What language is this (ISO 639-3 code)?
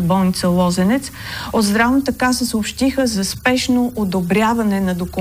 bul